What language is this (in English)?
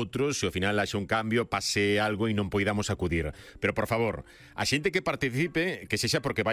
Galician